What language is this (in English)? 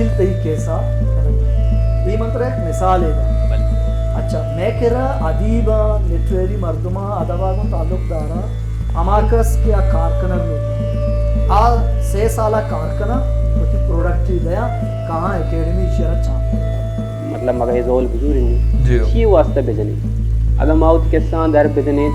Baluchi